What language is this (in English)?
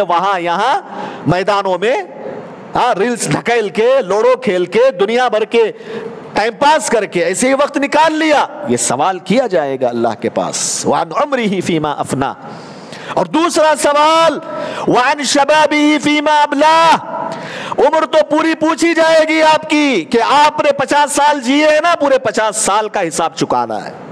Urdu